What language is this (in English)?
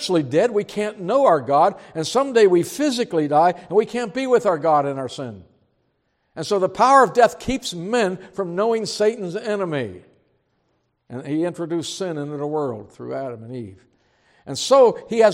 English